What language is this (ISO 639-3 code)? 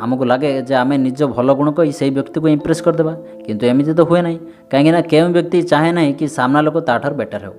ori